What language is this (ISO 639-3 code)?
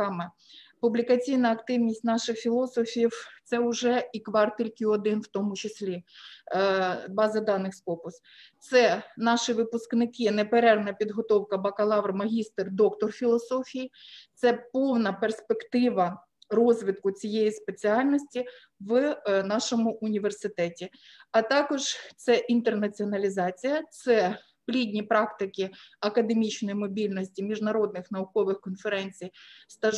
ukr